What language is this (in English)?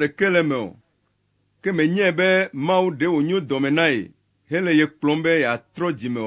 Ewe